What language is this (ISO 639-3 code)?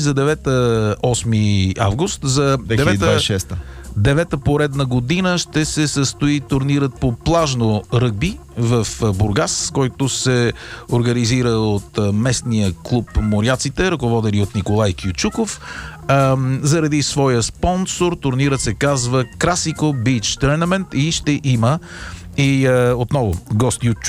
bul